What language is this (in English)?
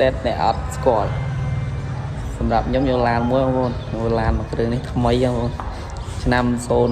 Khmer